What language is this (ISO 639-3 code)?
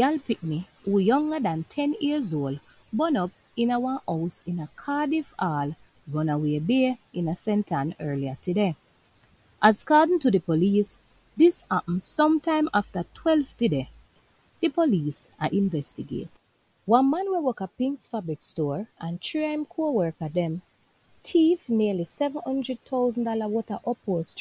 jam